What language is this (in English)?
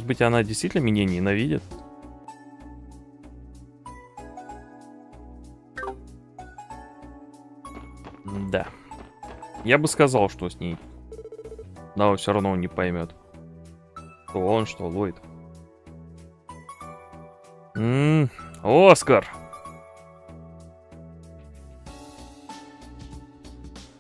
Russian